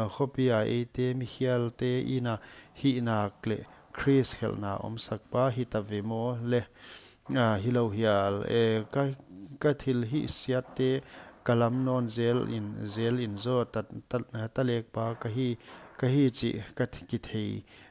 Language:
Paite Chin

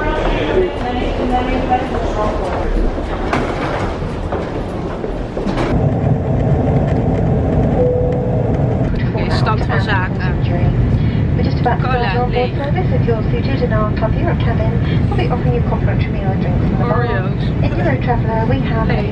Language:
Dutch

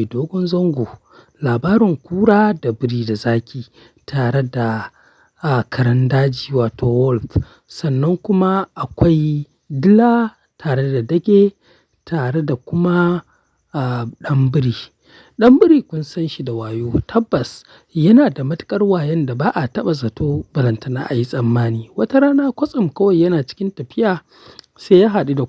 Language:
Hausa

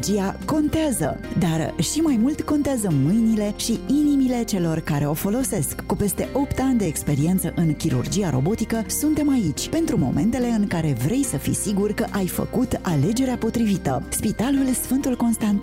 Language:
Romanian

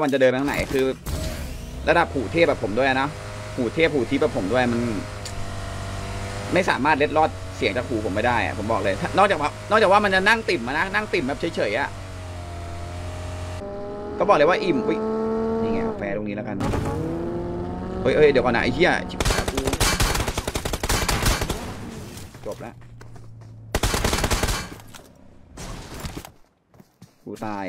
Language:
Thai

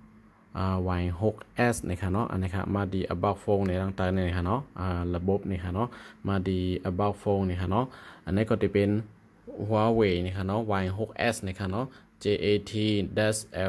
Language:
Shan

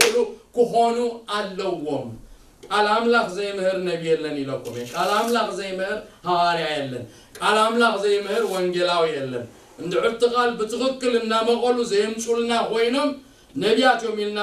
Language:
Tigrinya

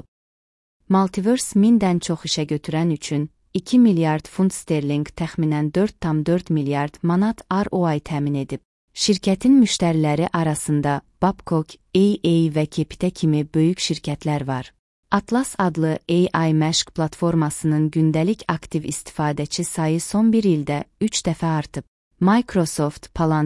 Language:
Azerbaijani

